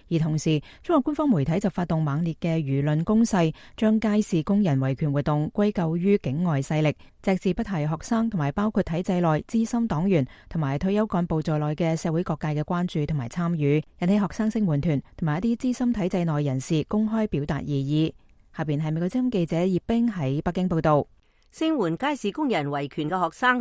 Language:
Cantonese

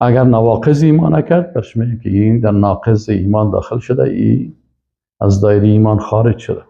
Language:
Persian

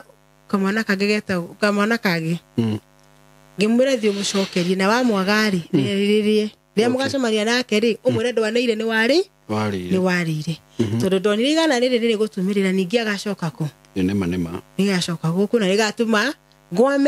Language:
Kikuyu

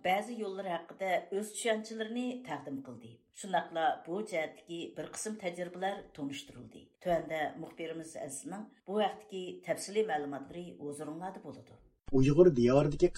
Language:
Uyghur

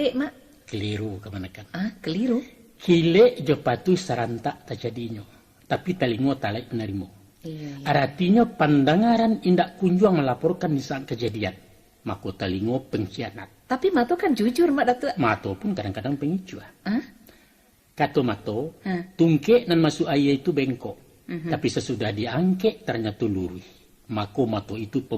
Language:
Minangkabau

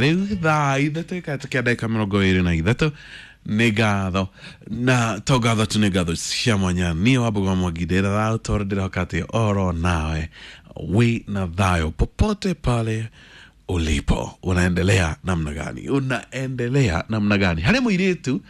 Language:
Kikuyu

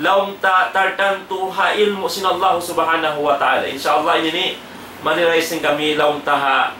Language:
Tausug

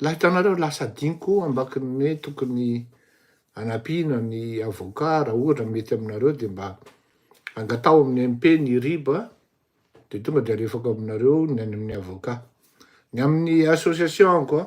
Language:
Malagasy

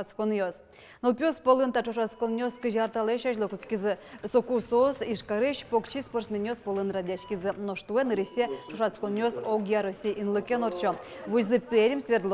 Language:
Udmurt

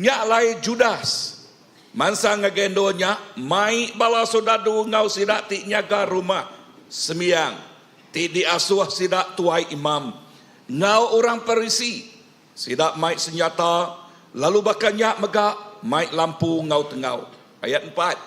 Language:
Iban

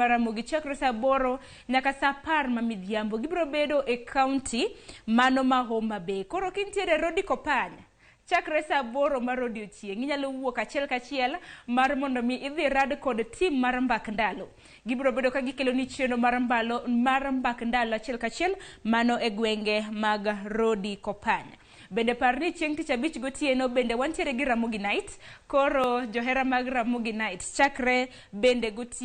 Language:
Luo (Kenya and Tanzania)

